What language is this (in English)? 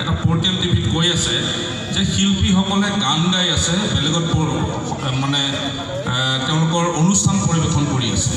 Assamese